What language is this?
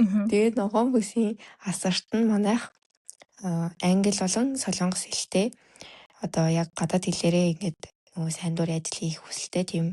Mongolian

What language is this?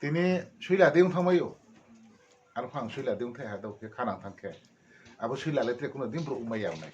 Riang (India)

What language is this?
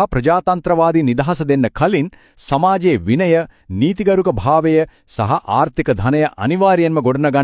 Sinhala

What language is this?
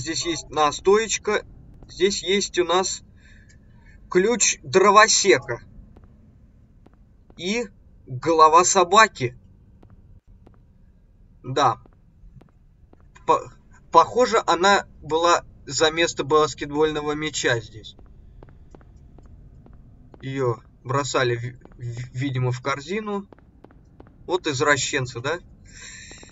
Russian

